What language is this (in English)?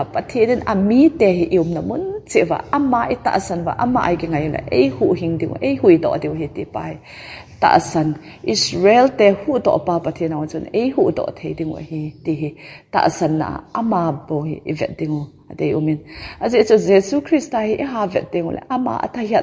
Thado Chin